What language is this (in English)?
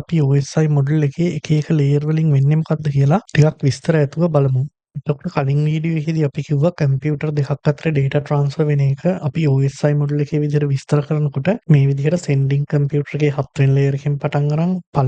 Sinhala